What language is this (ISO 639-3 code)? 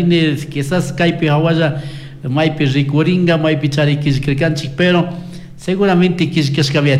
qug